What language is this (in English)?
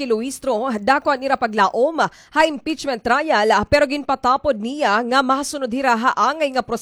Waray